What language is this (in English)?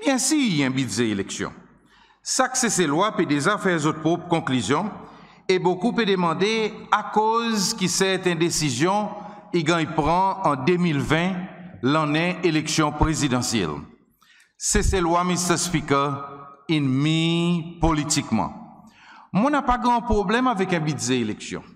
Seselwa Creole French